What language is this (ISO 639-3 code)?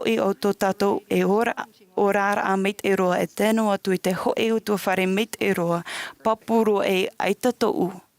tah